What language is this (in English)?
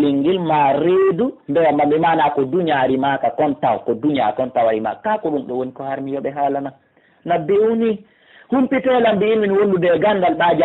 Fula